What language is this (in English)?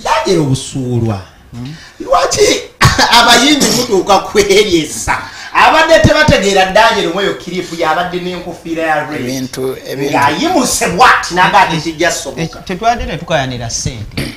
Ganda